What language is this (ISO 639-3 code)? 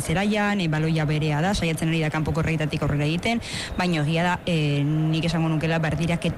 eus